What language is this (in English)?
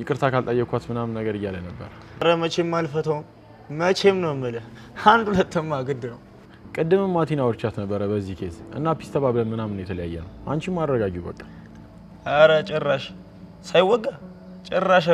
Amharic